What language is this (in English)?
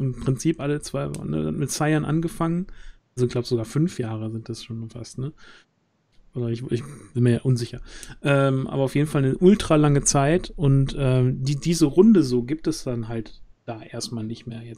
German